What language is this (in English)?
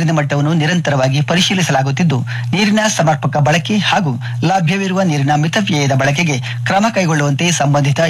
Kannada